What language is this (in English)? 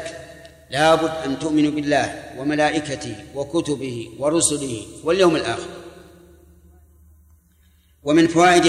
Arabic